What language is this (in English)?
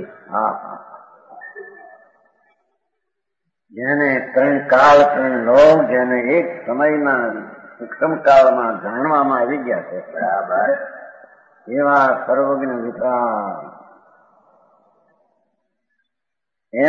Gujarati